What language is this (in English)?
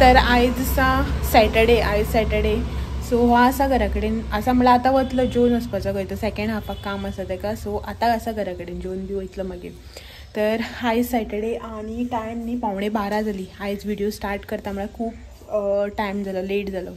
Konkani